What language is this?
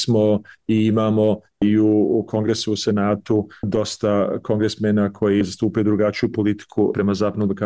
Bosnian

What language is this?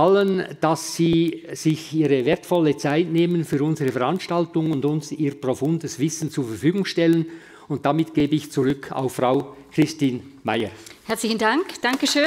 German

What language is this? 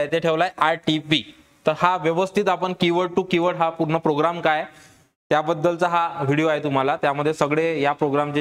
Marathi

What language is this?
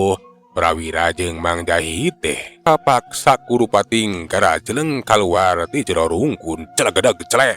Sundanese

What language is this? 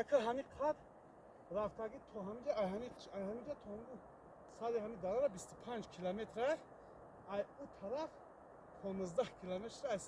Tajik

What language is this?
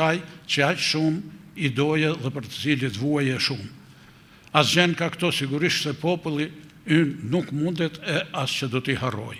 Albanian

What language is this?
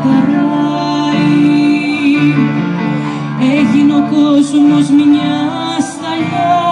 Greek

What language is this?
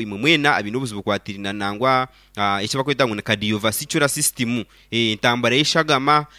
Nyankole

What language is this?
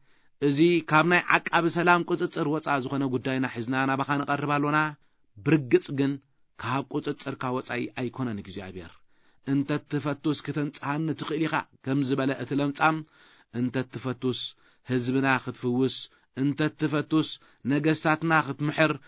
Tigrinya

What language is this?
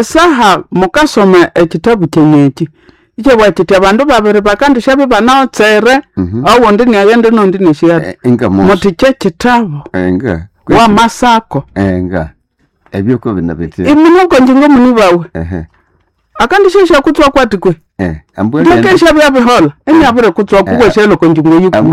Nande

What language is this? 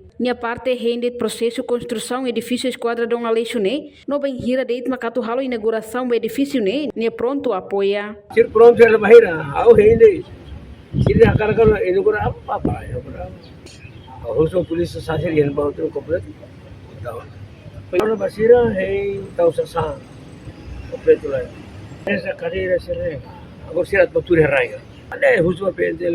Tetum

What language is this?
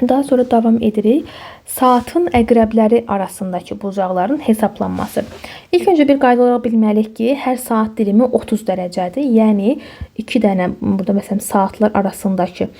Azerbaijani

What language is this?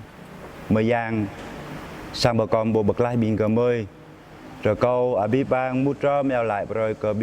Jarai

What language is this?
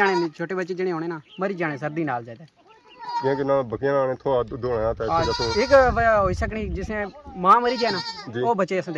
Pahari-Potwari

